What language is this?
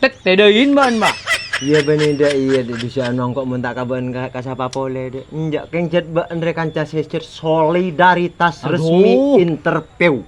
Madurese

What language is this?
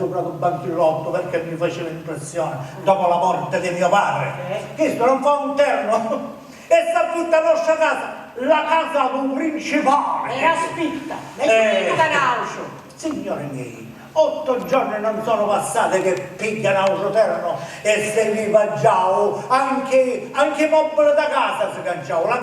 Sicilian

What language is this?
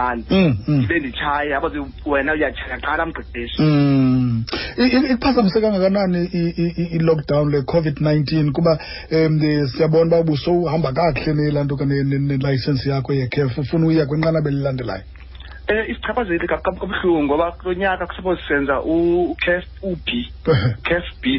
Xhosa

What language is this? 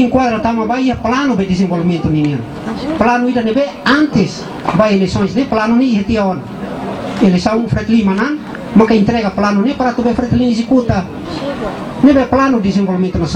Tetum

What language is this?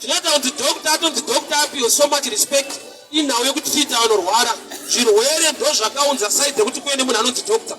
Shona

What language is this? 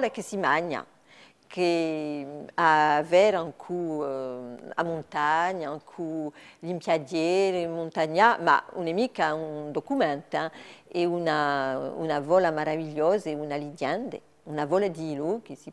Corsican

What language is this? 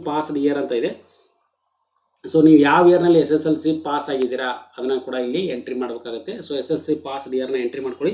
Kannada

